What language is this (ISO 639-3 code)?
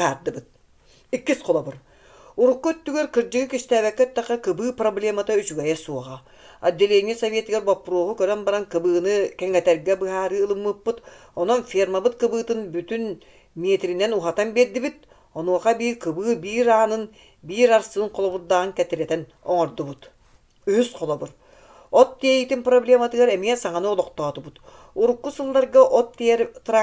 sah